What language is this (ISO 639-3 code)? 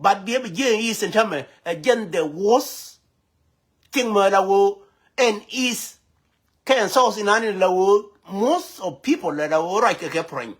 nus